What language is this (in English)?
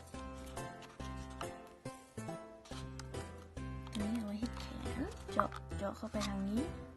Lao